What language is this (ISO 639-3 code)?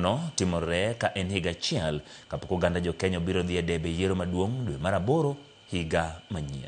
luo